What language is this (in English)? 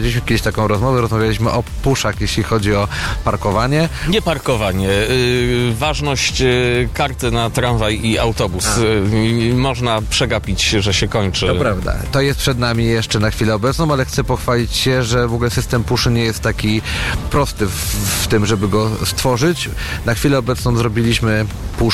Polish